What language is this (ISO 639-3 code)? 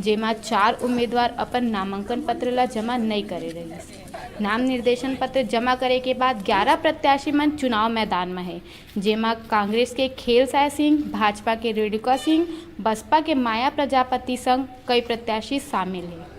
hne